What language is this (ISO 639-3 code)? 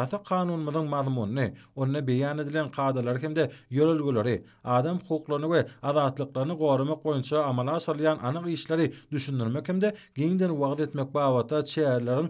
tuk